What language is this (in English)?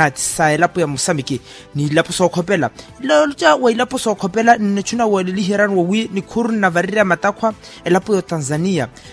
Makhuwa